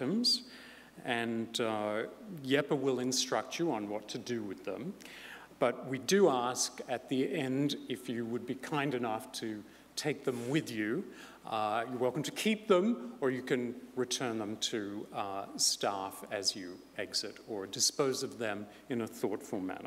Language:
English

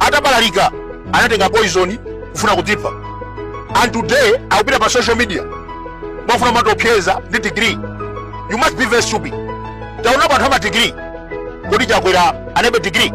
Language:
Nyanja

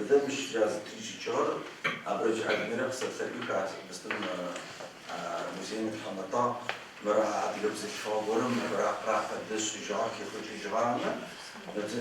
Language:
Adyghe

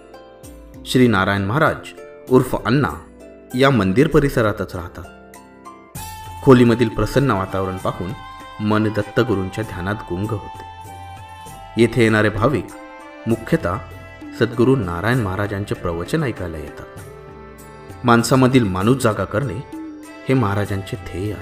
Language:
Marathi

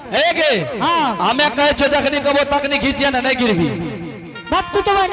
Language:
Angika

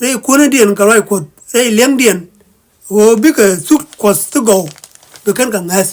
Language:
Nuer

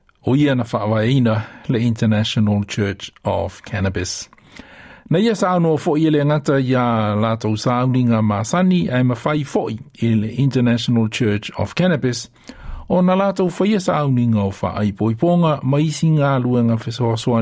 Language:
Samoan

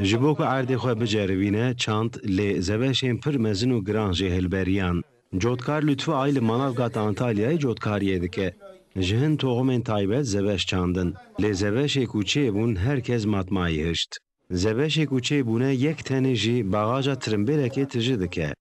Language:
Kurdish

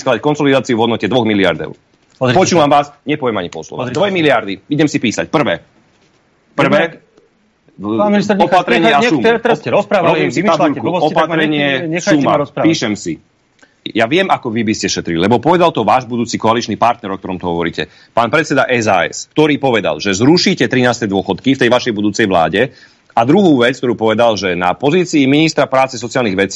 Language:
Slovak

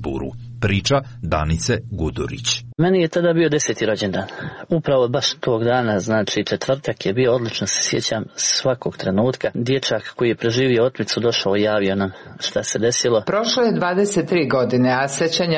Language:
Serbian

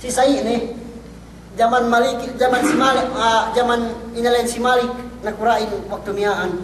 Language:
Yakan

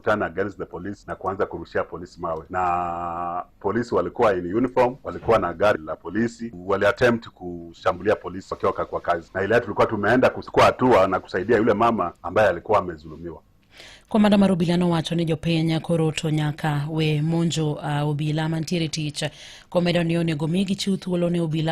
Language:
Luo (Kenya and Tanzania)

